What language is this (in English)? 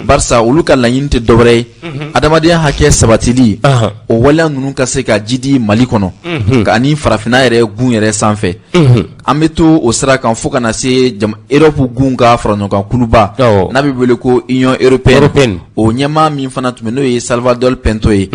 Bambara